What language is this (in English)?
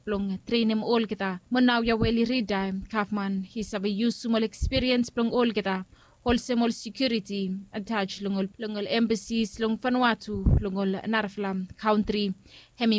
Bislama